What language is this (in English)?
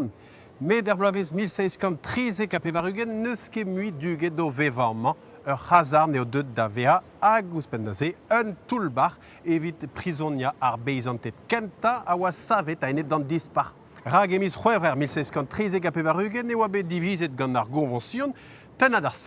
Breton